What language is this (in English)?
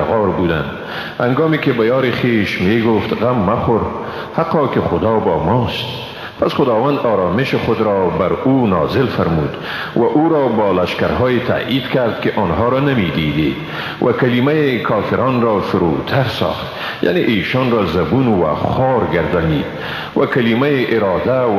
Persian